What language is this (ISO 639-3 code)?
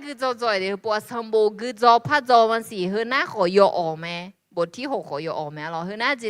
ahk